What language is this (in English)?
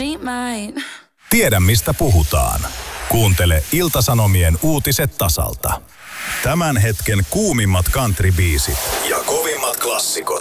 Finnish